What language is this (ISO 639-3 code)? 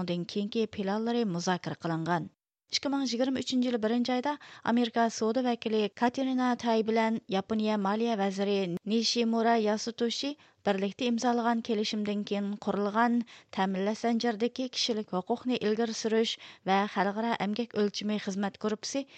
uig